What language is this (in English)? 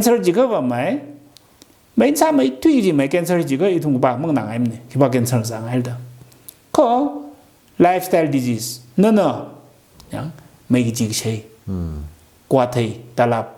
Tangkhul Naga (India)